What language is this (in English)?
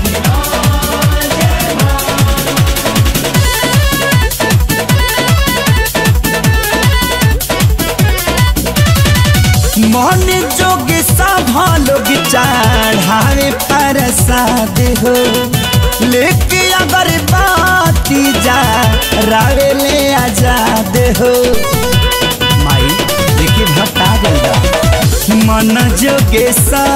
Bhojpuri